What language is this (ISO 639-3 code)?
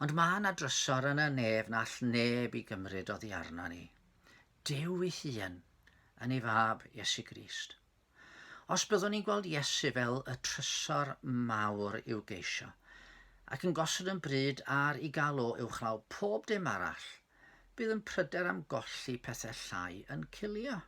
cym